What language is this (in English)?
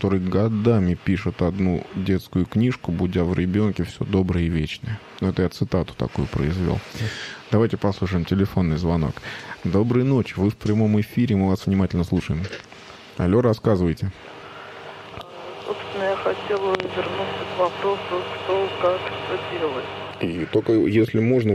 Russian